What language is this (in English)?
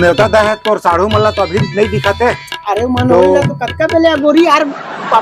Chhattisgarhi